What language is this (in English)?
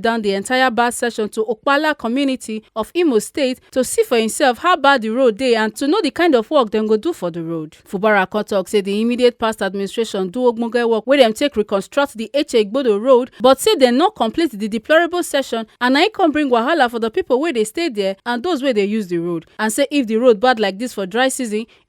Nigerian Pidgin